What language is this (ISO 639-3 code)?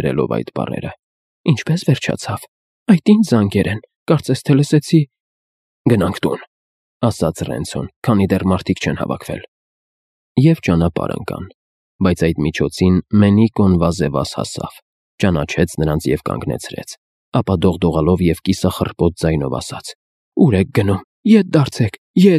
hye